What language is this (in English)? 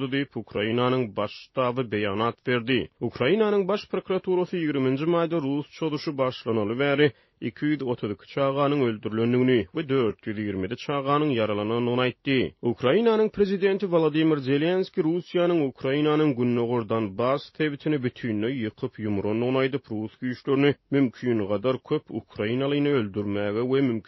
Turkmen